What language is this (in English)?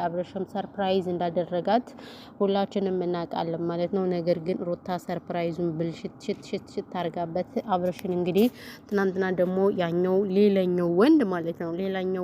Amharic